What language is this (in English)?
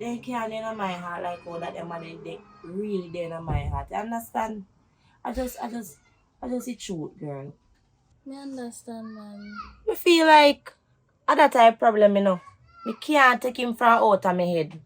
Jamaican Creole English